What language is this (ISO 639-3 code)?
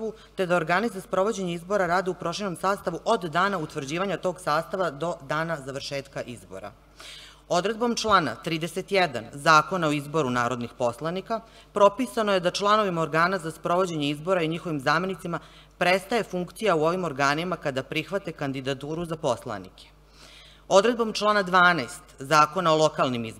srp